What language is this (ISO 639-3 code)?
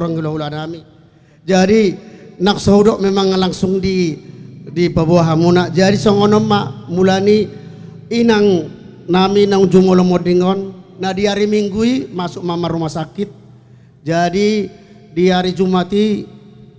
bbc